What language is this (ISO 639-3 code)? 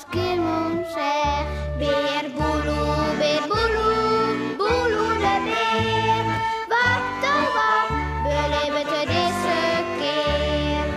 fry